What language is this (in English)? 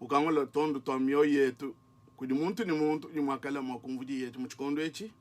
Luba-Lulua